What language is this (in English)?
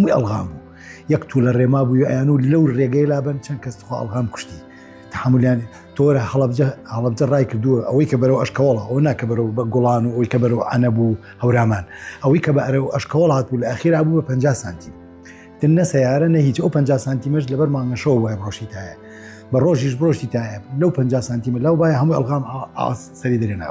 Central Kurdish